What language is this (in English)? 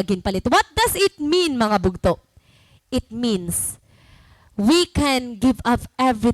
Waray